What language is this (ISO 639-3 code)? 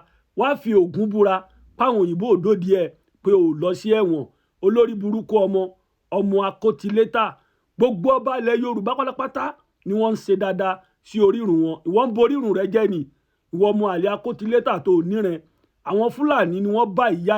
yor